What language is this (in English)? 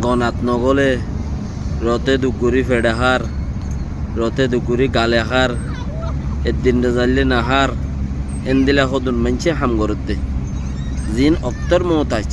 Rohingya